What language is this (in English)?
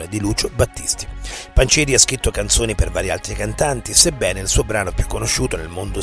Italian